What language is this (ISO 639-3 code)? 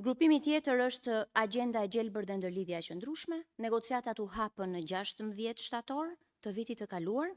sqi